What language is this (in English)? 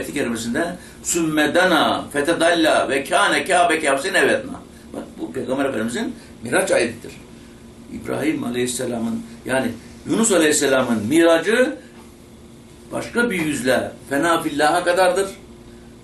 Turkish